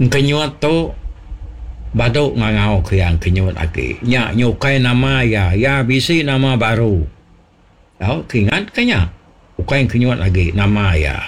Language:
Iban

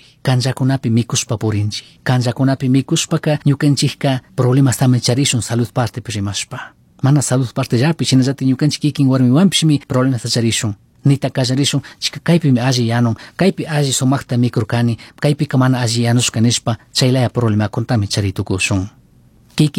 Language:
Chimborazo Highland Quichua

